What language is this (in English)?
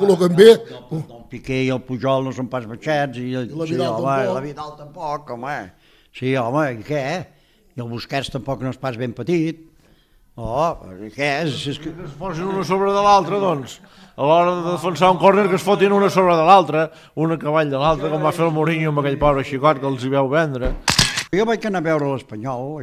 Catalan